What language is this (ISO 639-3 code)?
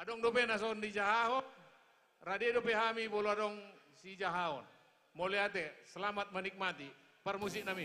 bbc